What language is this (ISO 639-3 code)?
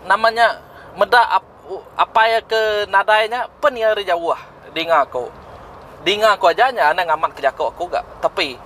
iba